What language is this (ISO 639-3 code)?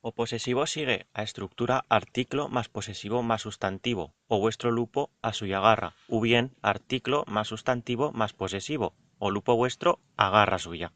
arg